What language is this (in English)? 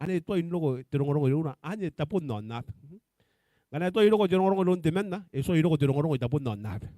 Gilbertese